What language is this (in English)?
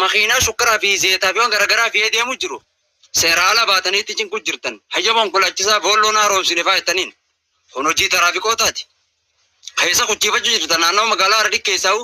Oromo